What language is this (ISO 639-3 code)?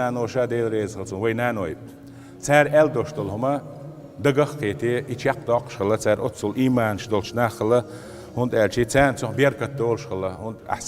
che